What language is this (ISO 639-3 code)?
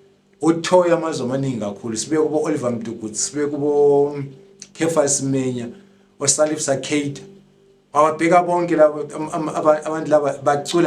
nde